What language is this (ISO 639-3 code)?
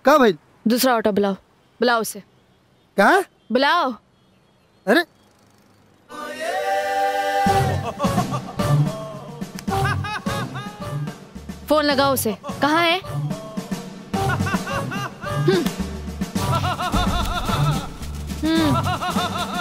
bho